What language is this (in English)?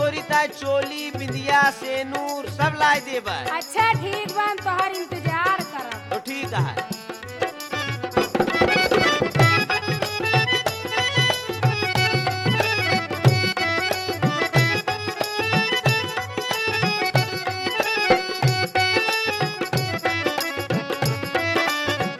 Bhojpuri